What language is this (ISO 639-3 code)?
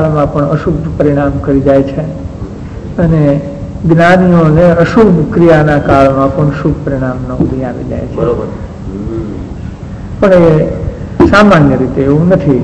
guj